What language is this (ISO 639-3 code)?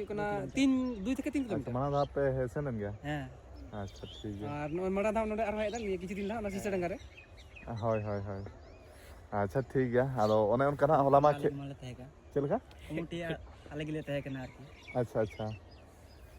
sat